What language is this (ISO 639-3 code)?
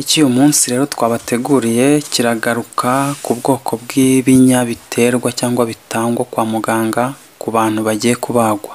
kin